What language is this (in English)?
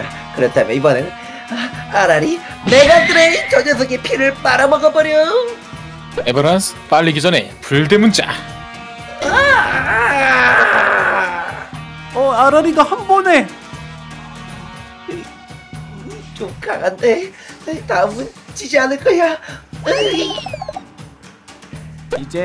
Korean